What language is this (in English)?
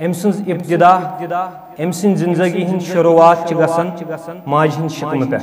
Kashmiri